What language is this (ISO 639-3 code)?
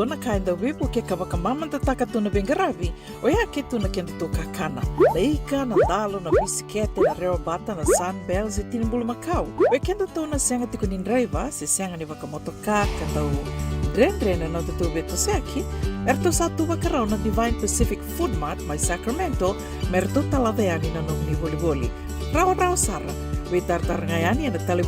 fij